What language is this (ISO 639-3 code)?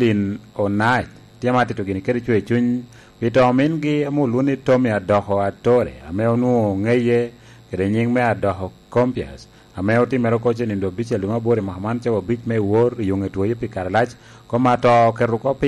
laj